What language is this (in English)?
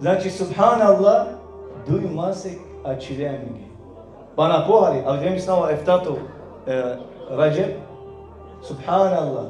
Balkan Romani